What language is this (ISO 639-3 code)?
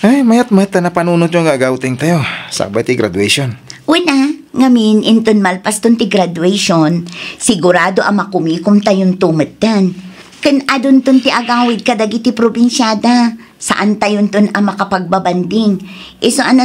ilo